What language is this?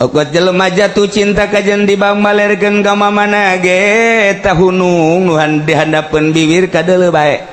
Sundanese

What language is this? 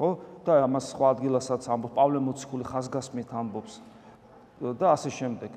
Georgian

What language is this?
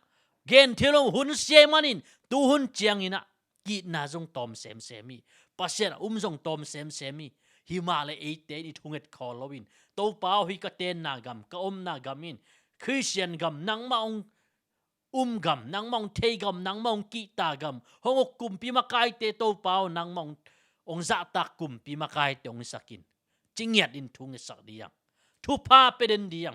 Tedim Chin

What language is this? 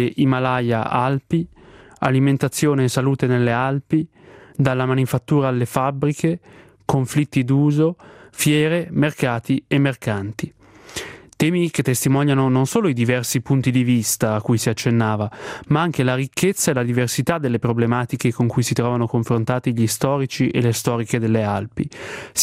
Italian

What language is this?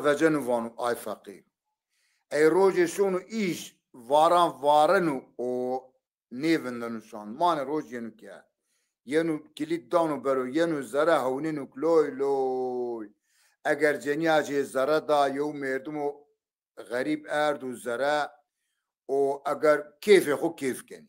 Zaza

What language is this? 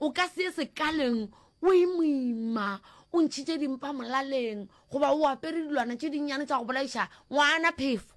Northern Sotho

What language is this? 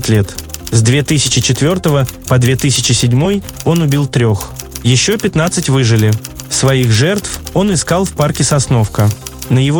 Russian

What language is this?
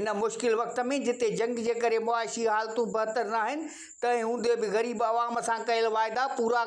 Sindhi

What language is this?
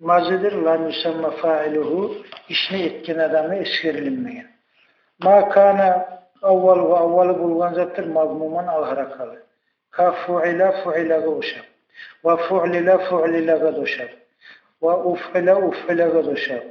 Kumyk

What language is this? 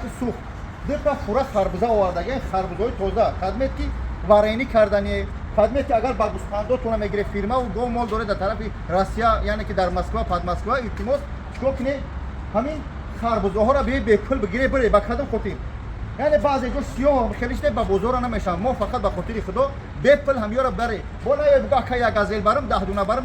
Tajik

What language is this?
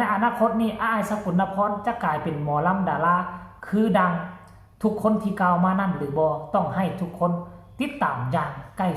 Northeastern Thai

